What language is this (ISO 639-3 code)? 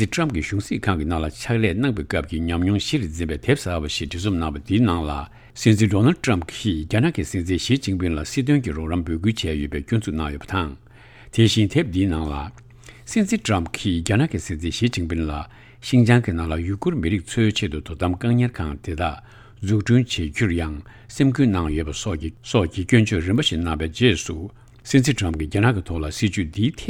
bod